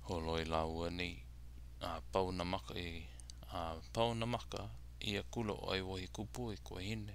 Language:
Hawaiian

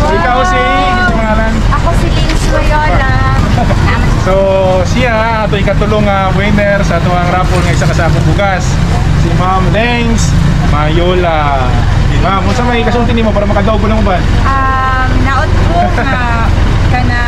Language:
Cebuano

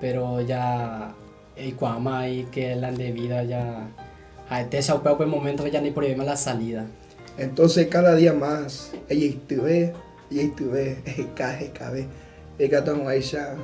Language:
Guarani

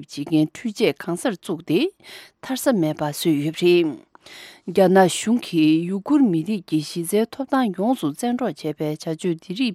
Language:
Tibetan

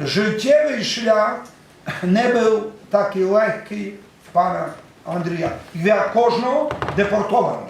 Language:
Rusyn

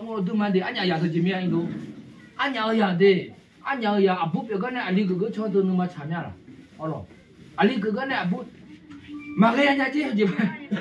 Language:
Akha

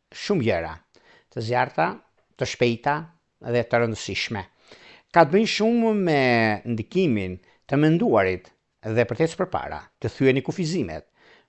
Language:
Albanian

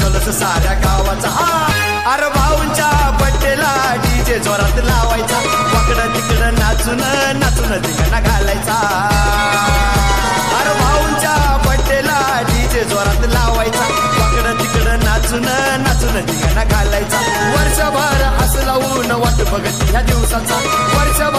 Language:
Marathi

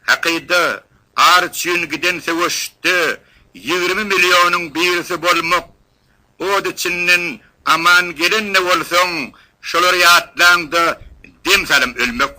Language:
Turkmen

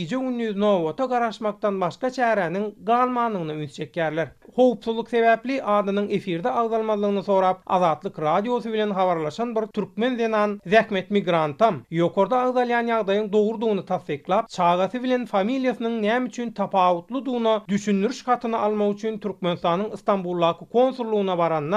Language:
Turkmen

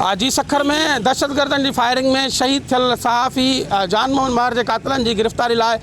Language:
Sindhi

